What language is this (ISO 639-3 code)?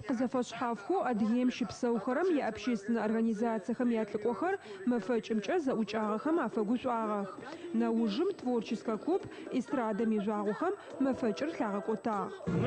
ady